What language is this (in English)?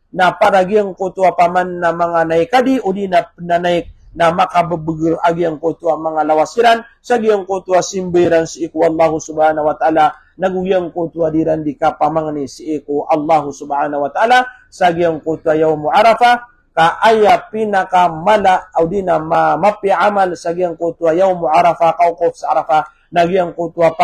Maranao